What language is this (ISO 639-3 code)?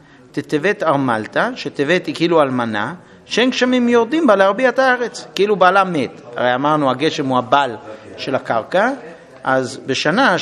heb